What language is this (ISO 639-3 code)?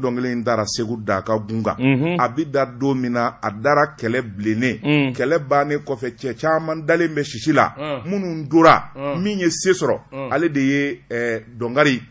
bam